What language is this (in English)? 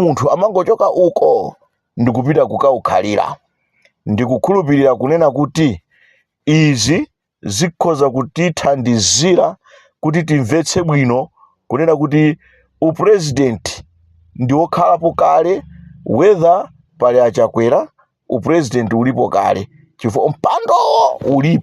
Nyanja